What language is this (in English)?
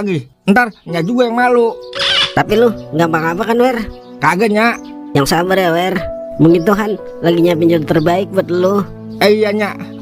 Betawi